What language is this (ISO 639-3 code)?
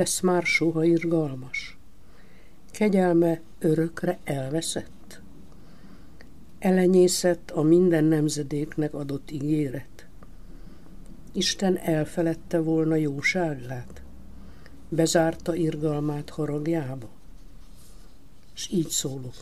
hun